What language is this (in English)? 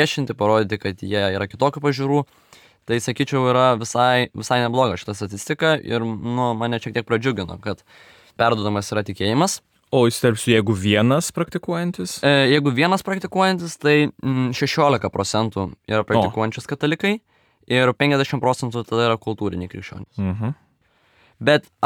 Lithuanian